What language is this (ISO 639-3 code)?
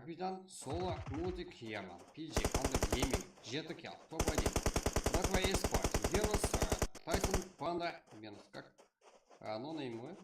kaa